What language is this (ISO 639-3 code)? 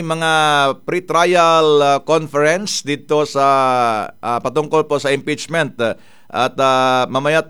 fil